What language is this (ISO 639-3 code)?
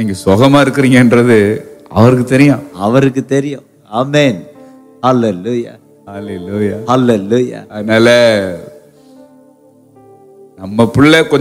tam